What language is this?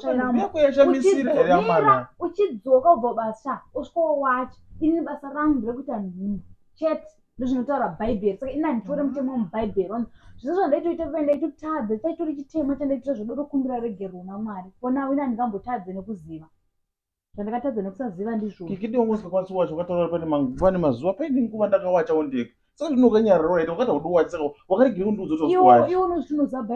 Shona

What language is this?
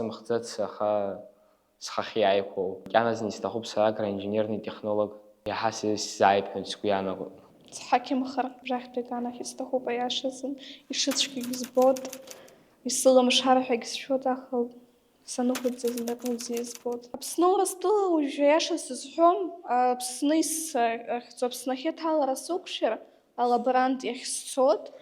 Abkhazian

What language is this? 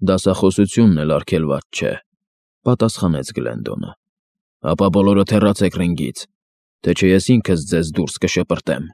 Armenian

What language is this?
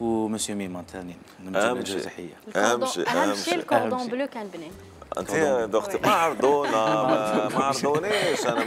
Algerian Arabic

